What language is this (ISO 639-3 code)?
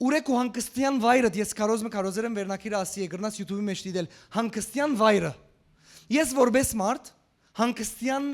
hyw